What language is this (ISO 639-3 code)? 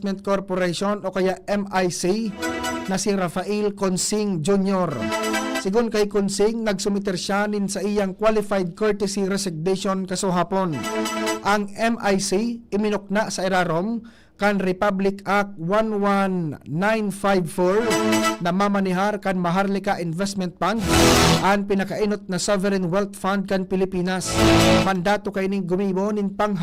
bik